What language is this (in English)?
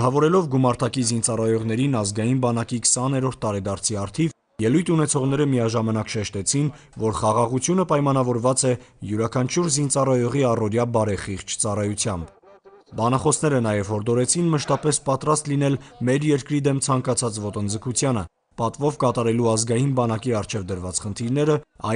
Armenian